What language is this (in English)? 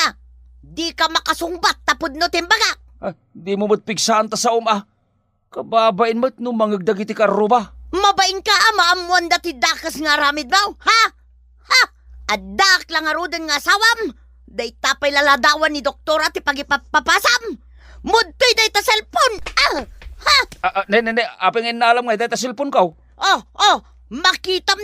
Iloko